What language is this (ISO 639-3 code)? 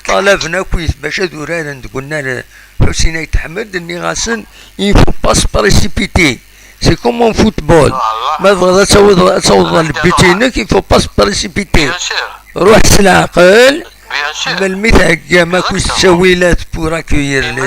kab